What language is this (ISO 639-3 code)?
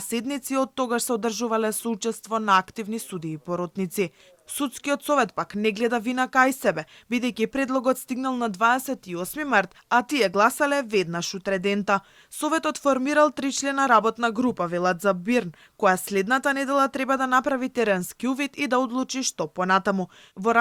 mkd